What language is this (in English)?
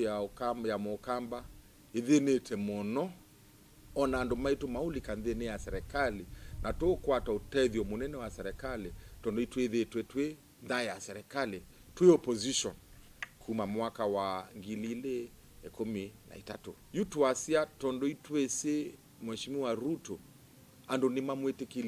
Kamba